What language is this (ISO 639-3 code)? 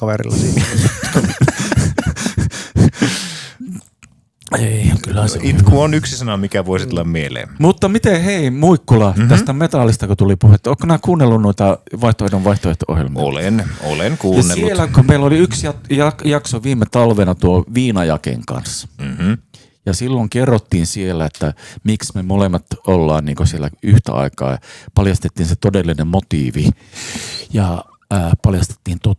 fin